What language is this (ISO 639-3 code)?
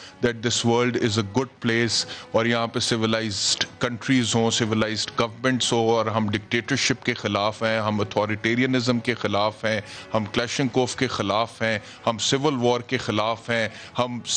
urd